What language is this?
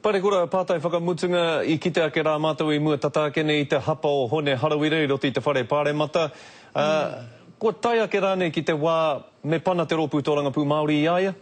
Māori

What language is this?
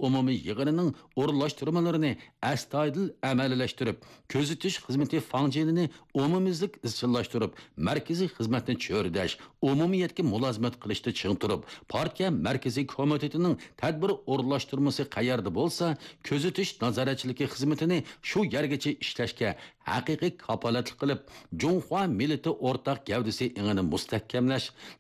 Uyghur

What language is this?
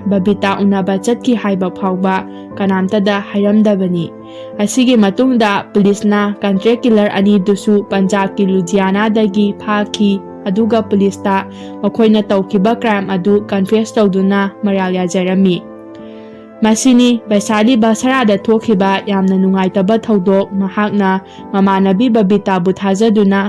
Manipuri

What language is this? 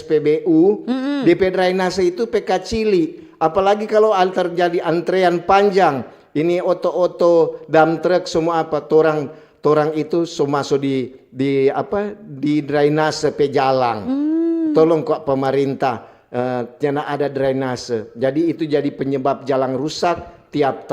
Manado Malay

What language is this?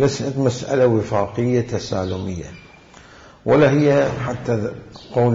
Mesopotamian Arabic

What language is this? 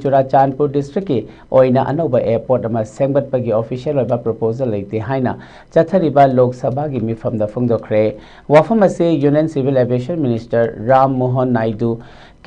Manipuri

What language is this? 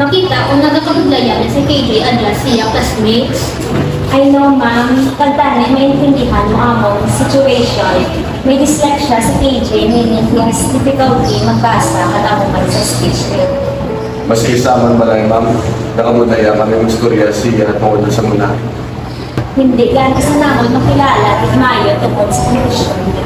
Hiligaynon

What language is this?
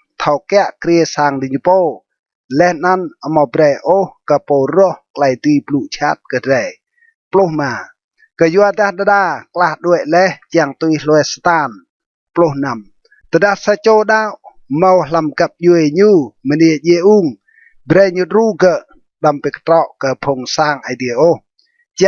Rade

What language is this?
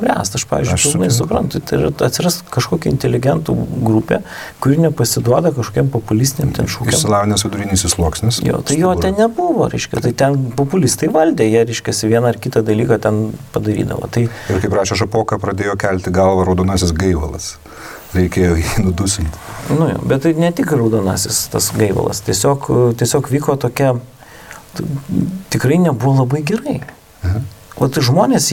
Lithuanian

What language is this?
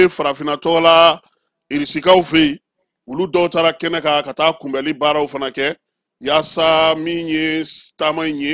Bambara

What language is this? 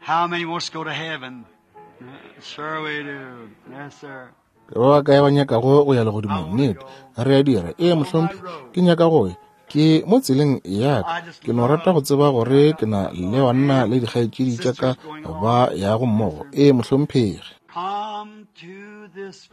Northern Sotho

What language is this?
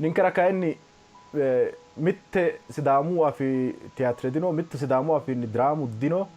Sidamo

